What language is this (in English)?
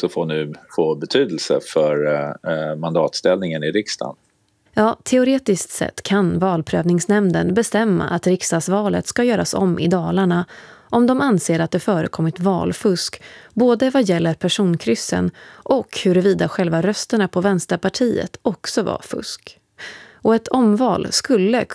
Swedish